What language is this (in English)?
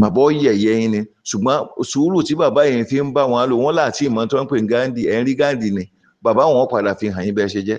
Yoruba